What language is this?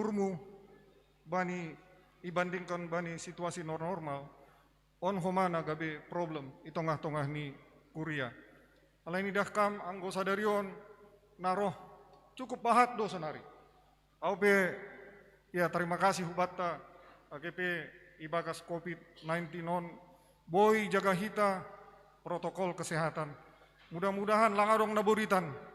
Batak Simalungun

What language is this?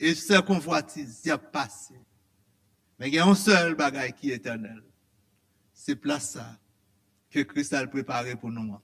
Haitian Creole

